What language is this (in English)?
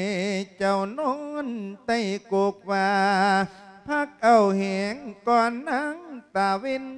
Lao